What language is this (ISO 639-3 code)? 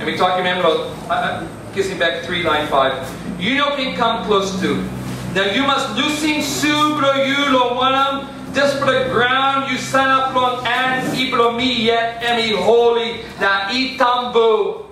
tpi